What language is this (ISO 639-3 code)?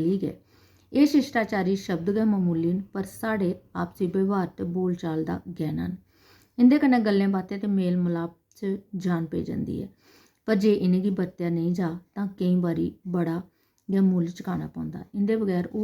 doi